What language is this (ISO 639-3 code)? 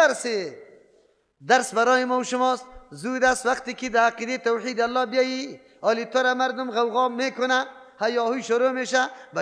fas